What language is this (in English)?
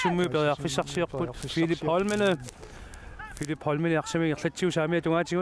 Kalaallisut